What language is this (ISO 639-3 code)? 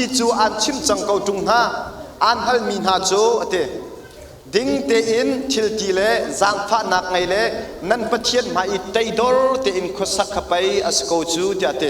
cnh